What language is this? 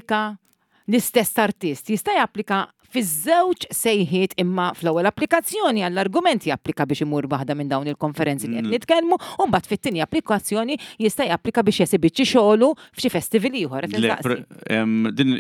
Maltese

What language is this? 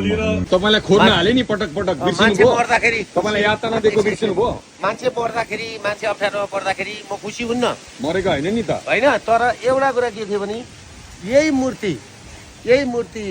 Nepali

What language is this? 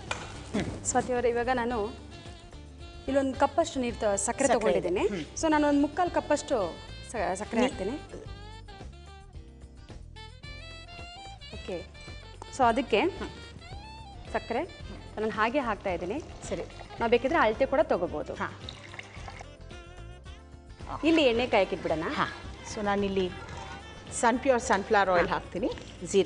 Kannada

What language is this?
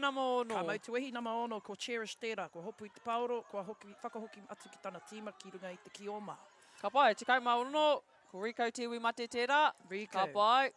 Māori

